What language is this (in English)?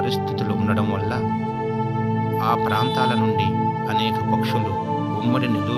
Telugu